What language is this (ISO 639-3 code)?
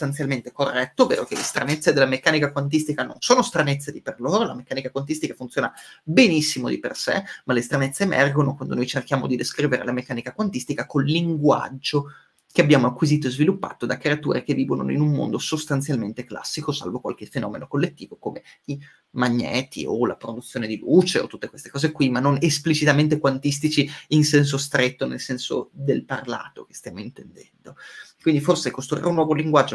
ita